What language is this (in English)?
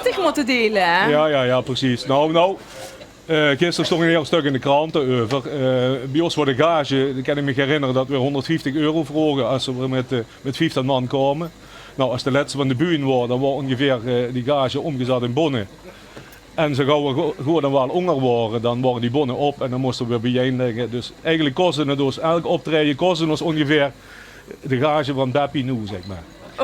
Limburgish